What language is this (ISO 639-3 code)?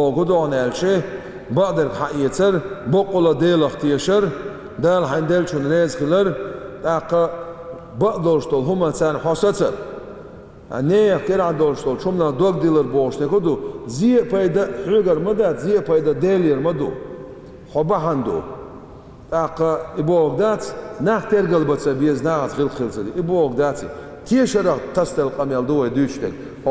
che